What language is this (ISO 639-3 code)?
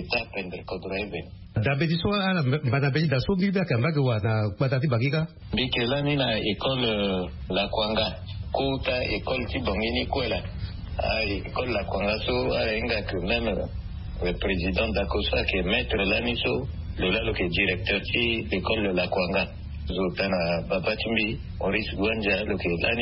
sag